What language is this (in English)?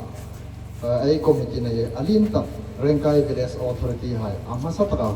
Hmar